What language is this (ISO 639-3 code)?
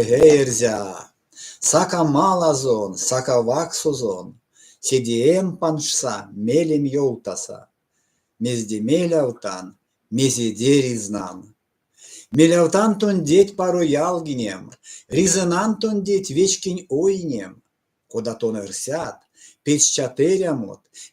myv